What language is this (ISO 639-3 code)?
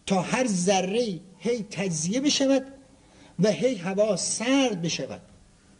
fas